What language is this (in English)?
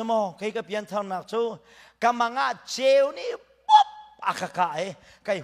Hakha Chin